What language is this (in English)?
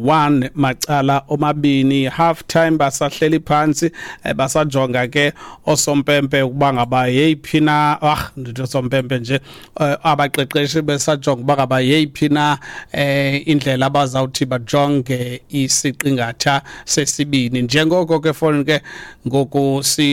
Xhosa